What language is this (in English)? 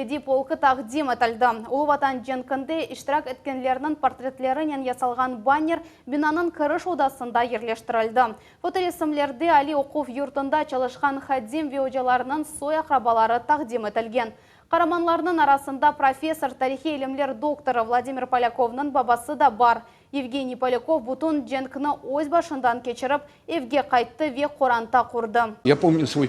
Crimean Tatar